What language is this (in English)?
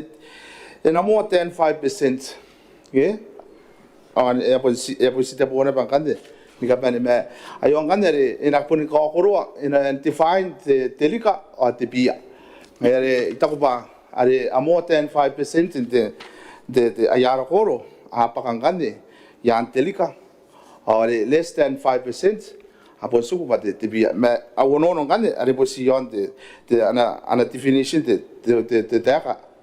Gilbertese